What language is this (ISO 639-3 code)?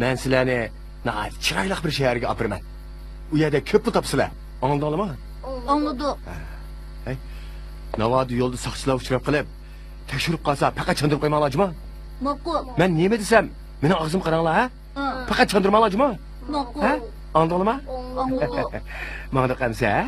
uig